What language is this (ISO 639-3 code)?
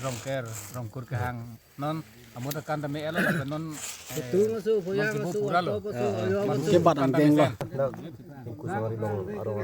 mjw